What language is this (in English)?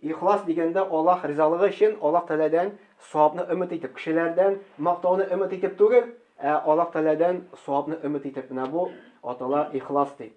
Tatar